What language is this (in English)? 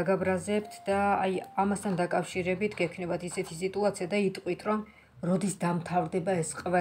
Georgian